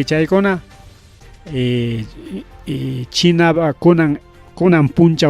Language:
Ayacucho Quechua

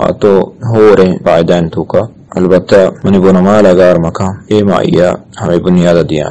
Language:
Eastern Balochi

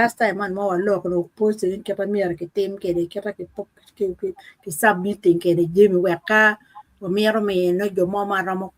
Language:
Acoli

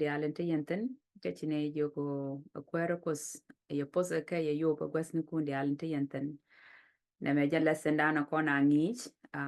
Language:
Nuer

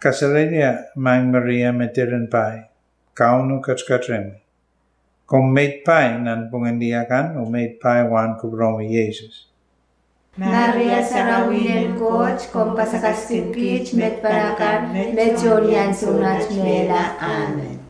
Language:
Pohnpeian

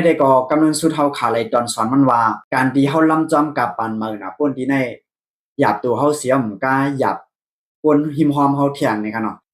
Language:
Shan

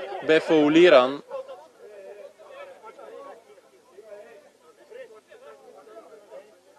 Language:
Bulgarian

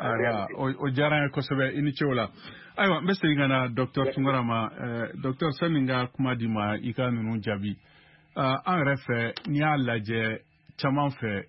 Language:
Bambara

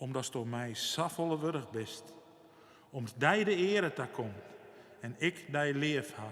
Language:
Western Frisian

